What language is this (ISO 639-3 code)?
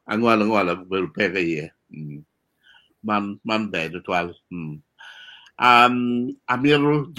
ach